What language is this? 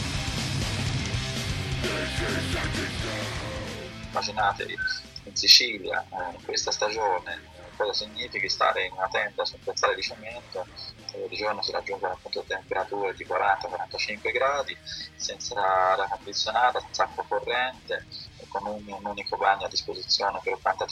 Italian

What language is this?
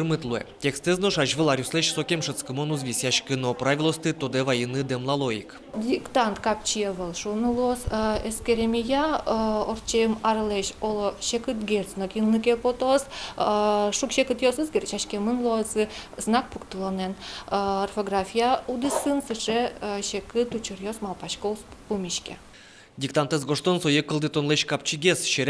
Udmurt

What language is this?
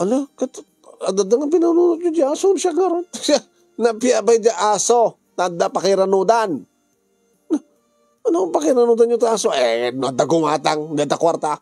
Iloko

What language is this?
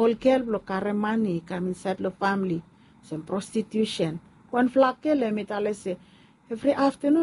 Bislama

